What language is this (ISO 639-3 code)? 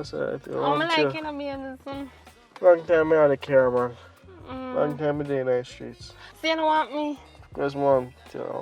jam